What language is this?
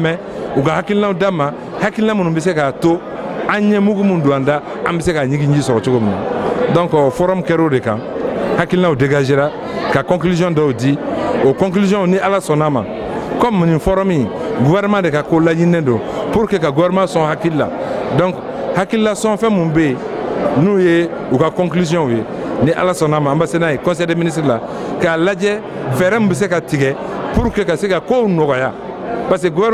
Bambara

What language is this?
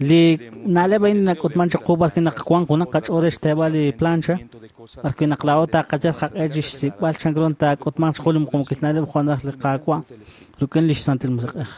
Kekchí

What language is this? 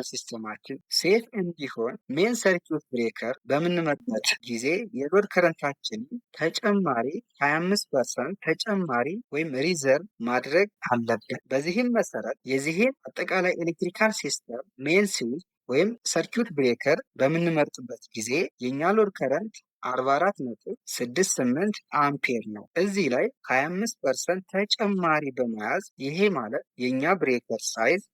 Amharic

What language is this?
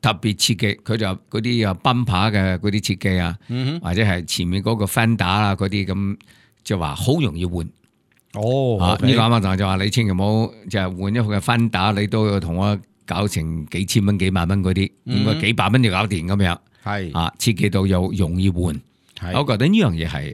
Cantonese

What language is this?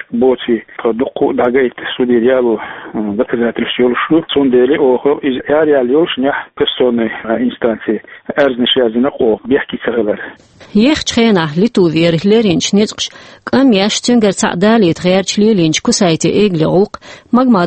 Chechen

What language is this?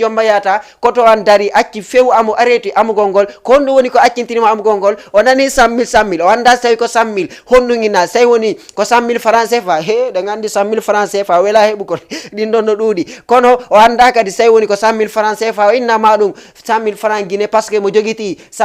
Fula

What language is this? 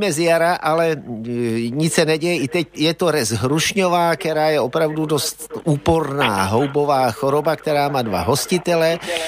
Czech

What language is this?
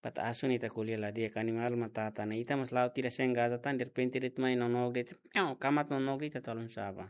Tetum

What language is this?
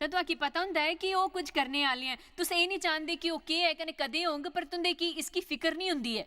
Dogri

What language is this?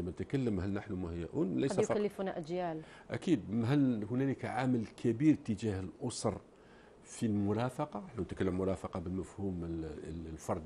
Arabic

